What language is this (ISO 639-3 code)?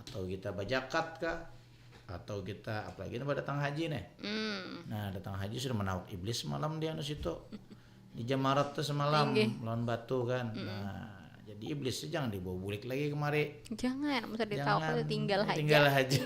bjn